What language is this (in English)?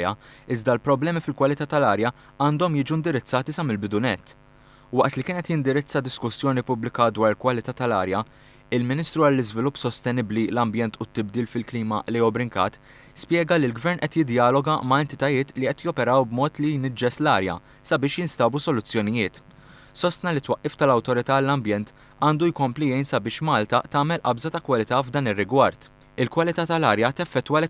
Maltese